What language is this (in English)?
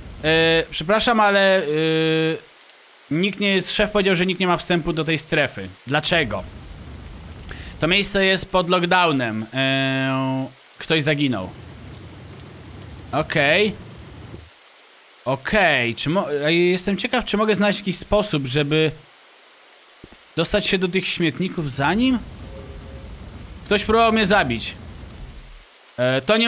Polish